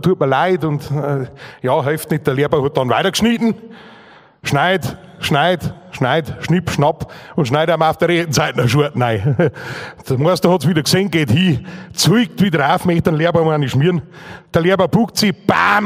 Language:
Bavarian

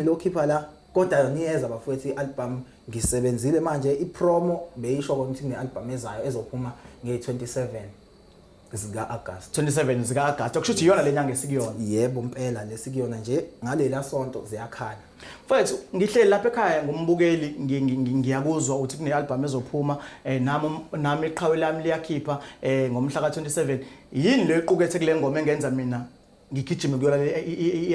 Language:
Zulu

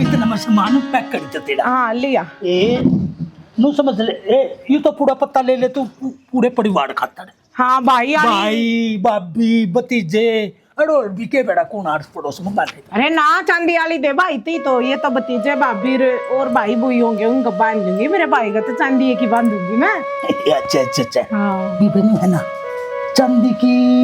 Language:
Haryanvi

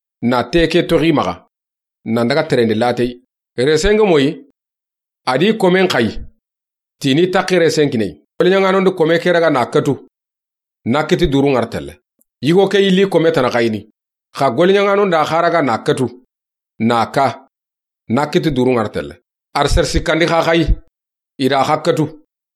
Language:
Soninke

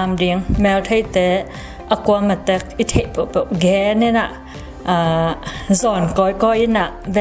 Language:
Tedim Chin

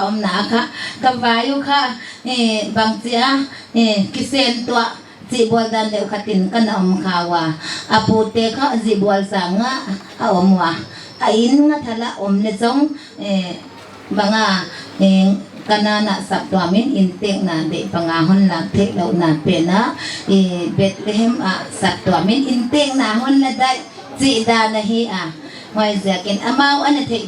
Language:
Paite Chin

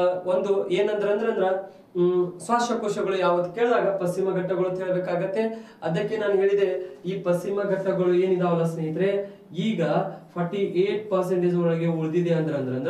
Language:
Kannada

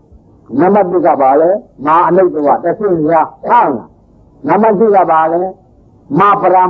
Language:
Burmese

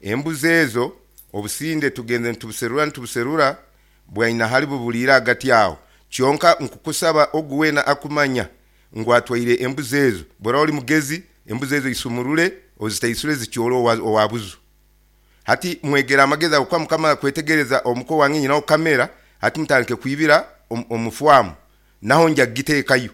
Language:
Nyoro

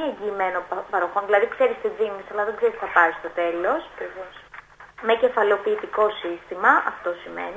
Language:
Greek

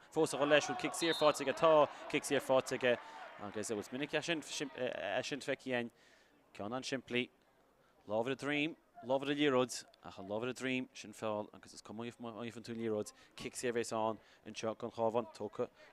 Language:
Irish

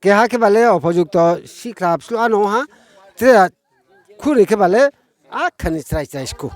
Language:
Riang (India)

